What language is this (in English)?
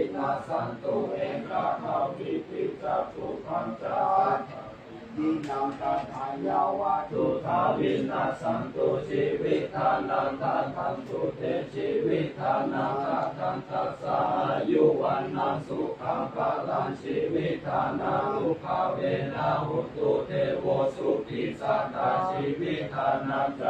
Pali